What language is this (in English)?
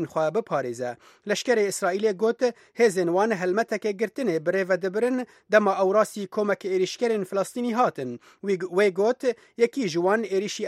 Kurdish